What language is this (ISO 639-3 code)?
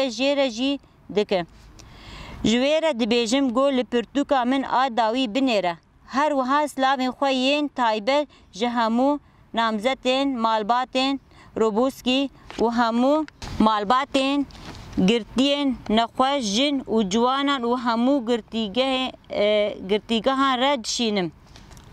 kur